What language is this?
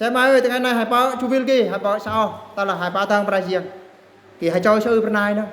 Eastern Bru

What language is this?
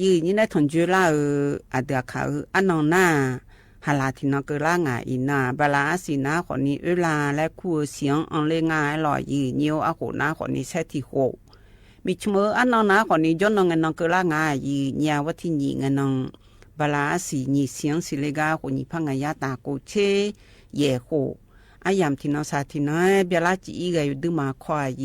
Akha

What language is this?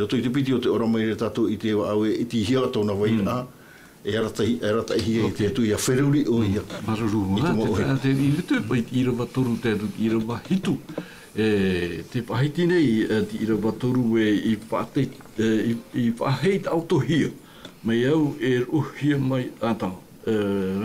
Tahitian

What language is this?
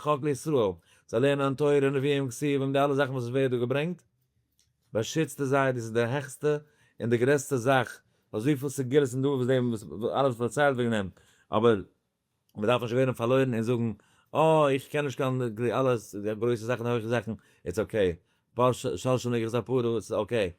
Yiddish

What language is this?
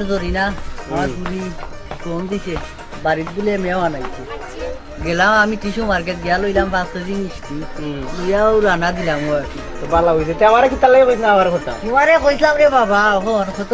Sylheti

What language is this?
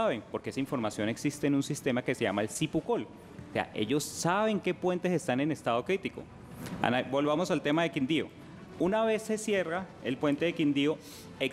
Spanish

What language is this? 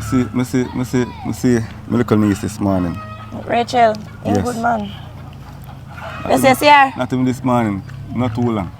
Jamaican Creole English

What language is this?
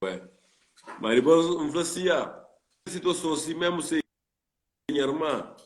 Kabuverdianu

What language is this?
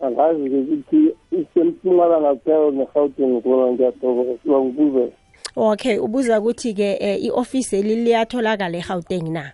South Ndebele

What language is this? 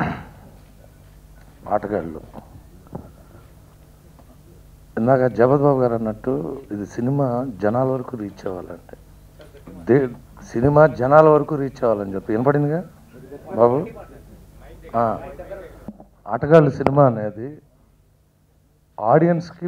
Telugu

